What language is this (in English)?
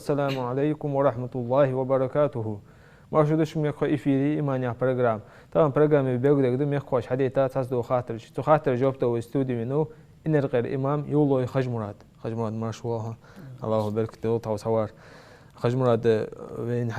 Ingush